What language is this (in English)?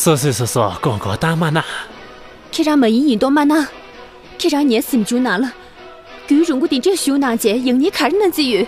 Tibetan